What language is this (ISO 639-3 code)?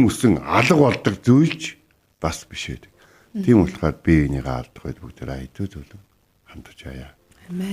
mon